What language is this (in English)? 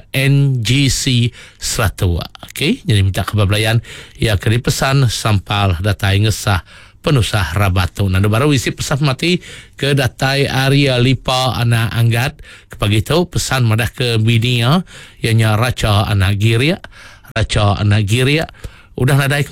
Iban